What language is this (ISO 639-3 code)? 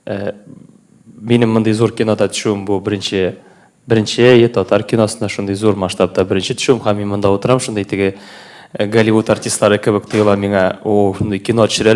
tat